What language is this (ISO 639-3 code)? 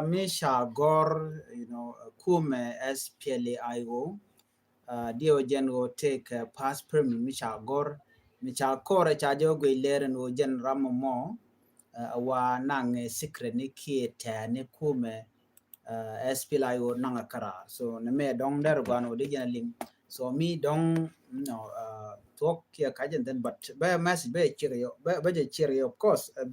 nus